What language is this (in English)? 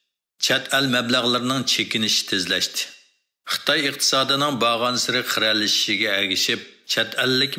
Uyghur